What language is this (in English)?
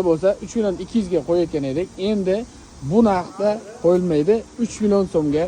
Uzbek